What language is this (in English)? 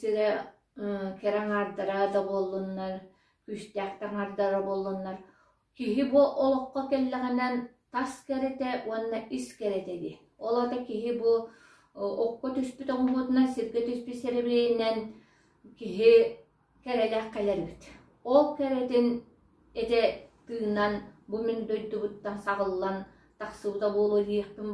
Yakut